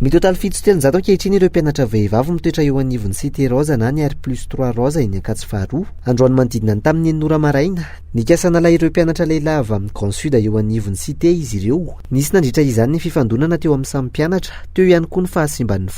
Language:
Malagasy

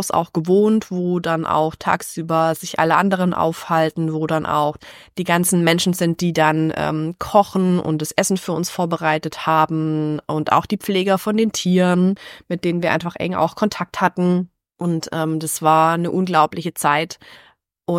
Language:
German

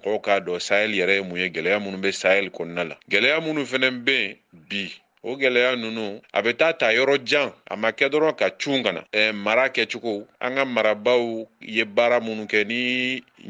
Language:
Bambara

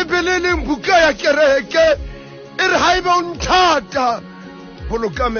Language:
Southern Sotho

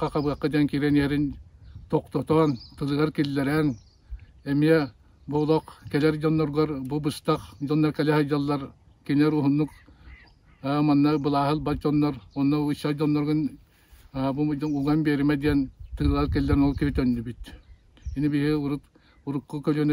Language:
Yakut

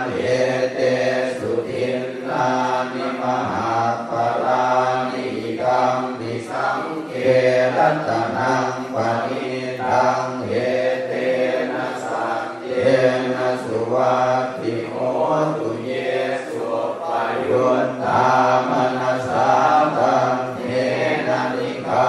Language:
Pali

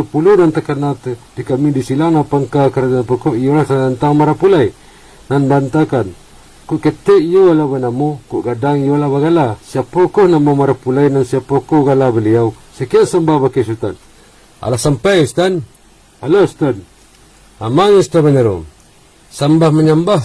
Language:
Minangkabau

